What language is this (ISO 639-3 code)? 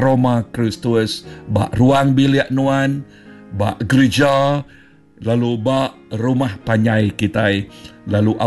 iba